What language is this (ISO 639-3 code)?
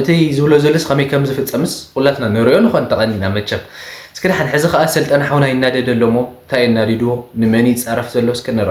tir